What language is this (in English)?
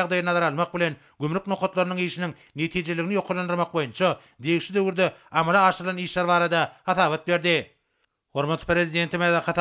Turkmen